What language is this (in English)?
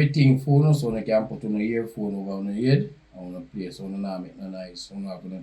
Jamaican Creole English